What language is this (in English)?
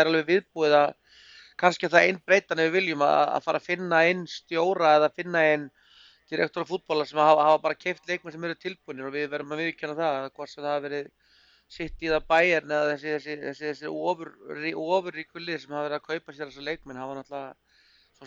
Icelandic